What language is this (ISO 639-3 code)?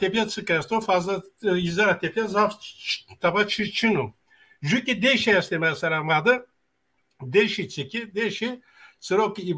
zza